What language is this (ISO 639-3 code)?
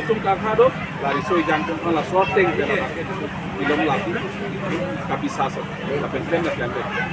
mjw